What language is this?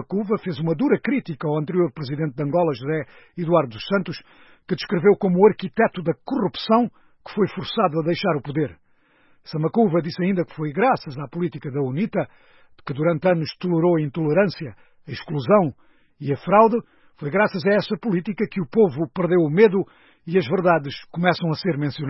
Portuguese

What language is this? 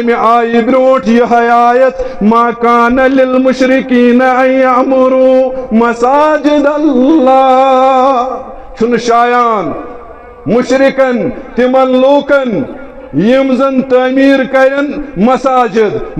Kashmiri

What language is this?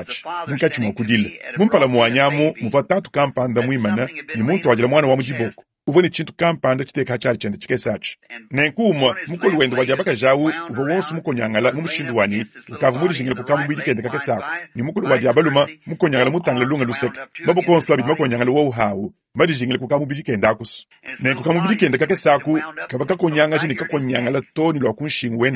Luba-Lulua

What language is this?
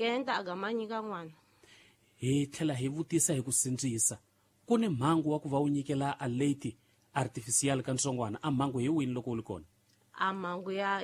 Tsonga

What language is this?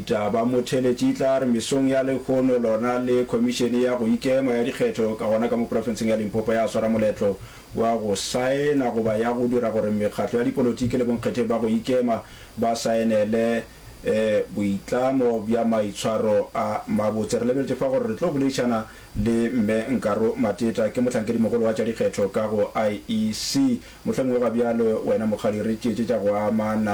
Northern Sotho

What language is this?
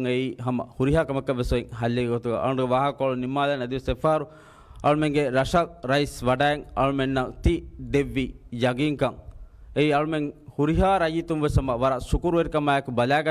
Divehi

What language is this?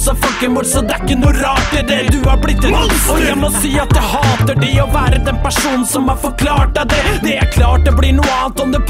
Norwegian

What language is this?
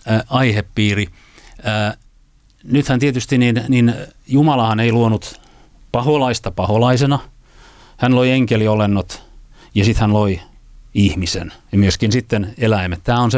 Finnish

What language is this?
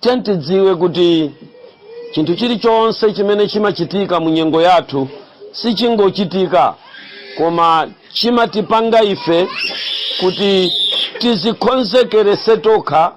Nyanja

